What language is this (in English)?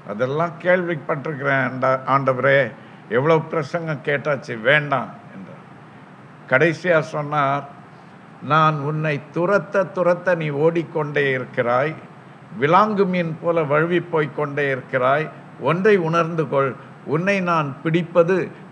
Tamil